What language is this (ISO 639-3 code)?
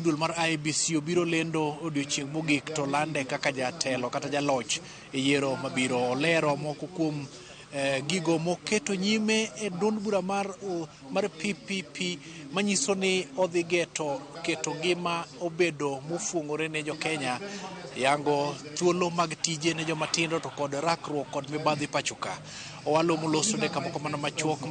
luo